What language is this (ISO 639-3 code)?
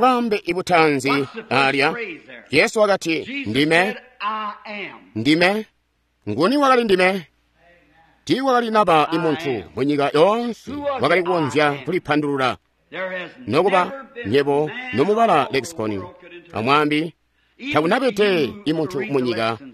toi